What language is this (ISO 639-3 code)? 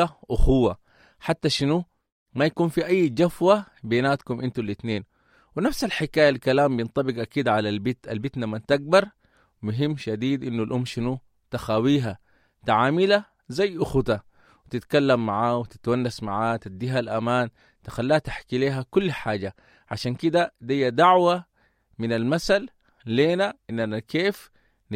apd